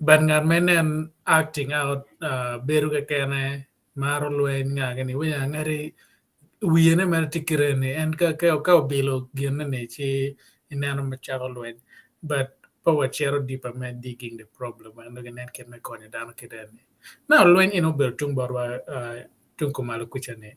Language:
Acoli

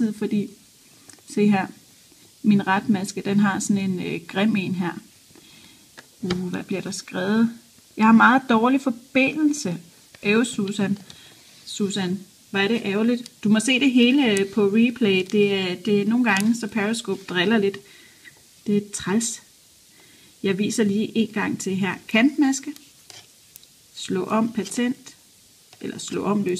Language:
Danish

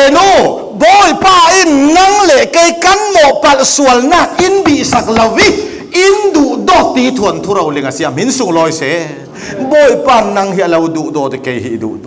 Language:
Falam Chin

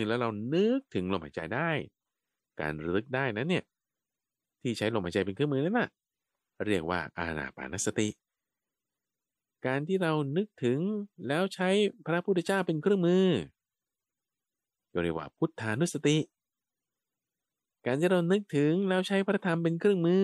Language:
Thai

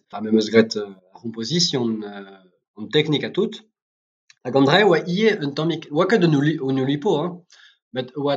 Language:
Breton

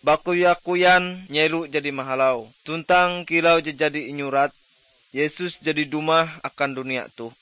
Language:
Ngaju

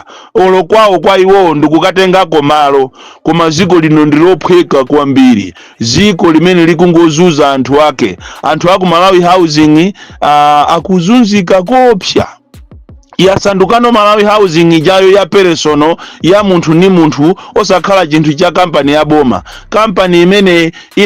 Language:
Nyanja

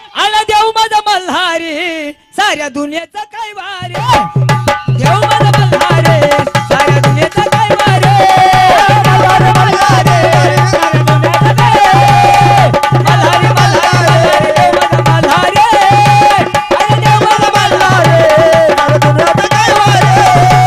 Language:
Marathi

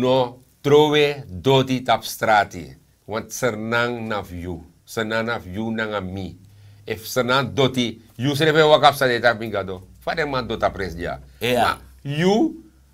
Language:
Sranan Tongo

